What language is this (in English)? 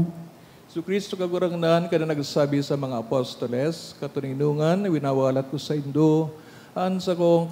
Bikol